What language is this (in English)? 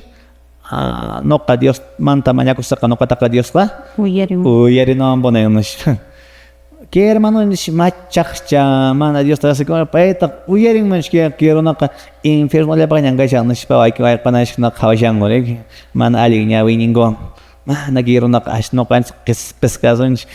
Quechua